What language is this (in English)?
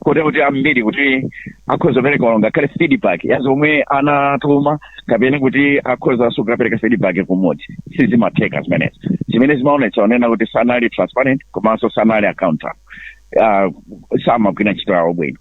Nyanja